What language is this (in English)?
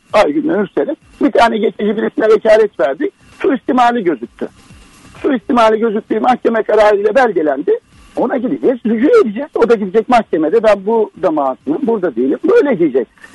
Turkish